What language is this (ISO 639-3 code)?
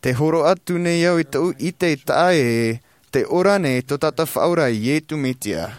tah